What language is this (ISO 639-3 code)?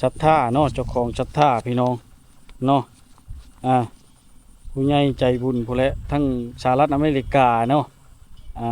lao